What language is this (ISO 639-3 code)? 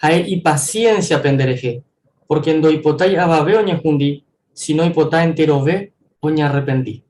grn